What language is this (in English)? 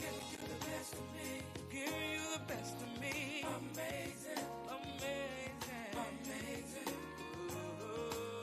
Samoan